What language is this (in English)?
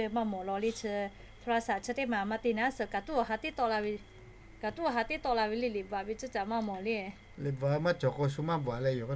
Lahu